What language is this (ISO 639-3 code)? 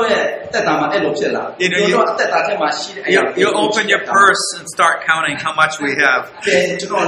mya